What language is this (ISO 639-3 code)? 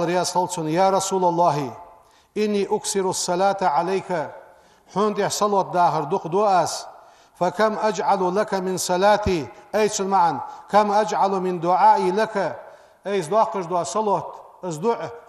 inh